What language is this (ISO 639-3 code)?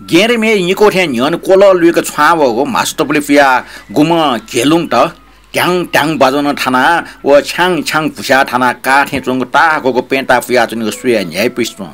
new